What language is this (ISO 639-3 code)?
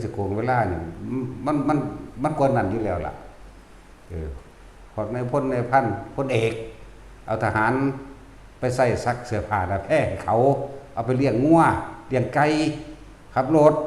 tts